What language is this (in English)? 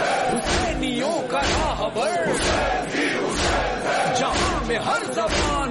Urdu